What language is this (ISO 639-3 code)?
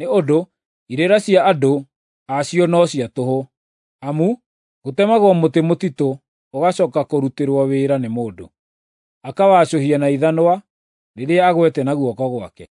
kik